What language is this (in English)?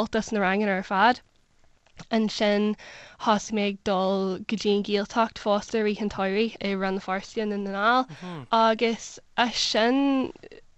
Irish